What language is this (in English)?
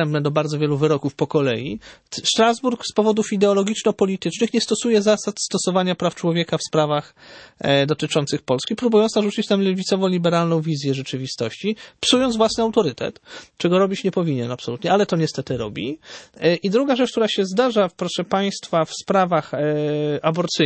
Polish